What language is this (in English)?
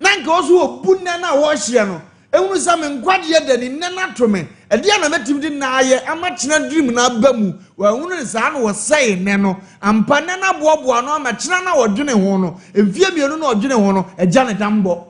Akan